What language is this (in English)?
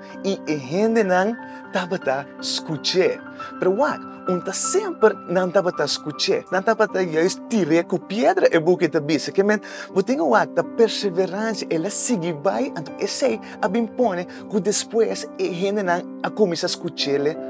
Papiamento